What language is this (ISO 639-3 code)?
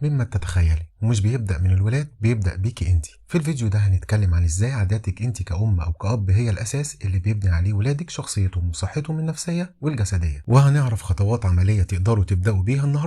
arz